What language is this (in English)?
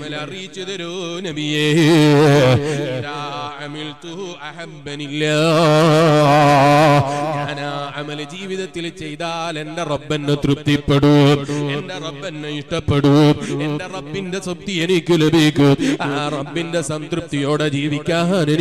Malayalam